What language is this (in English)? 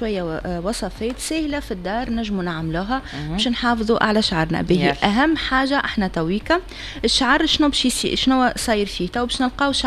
Tunisian Arabic